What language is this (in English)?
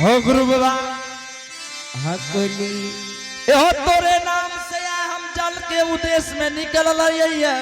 Angika